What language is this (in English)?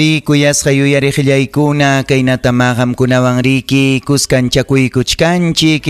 Ayacucho Quechua